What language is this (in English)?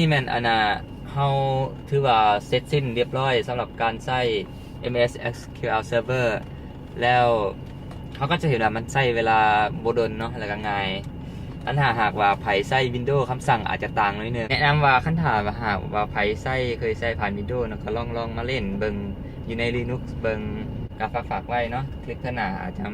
Lao